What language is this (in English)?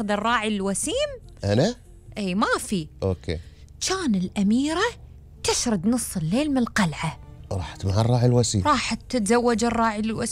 Gulf Arabic